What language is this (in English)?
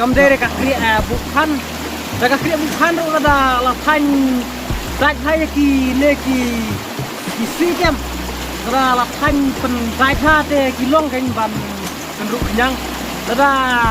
Khasi